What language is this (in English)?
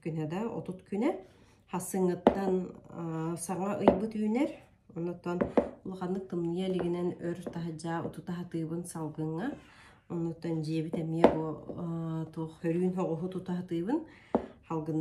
Yakut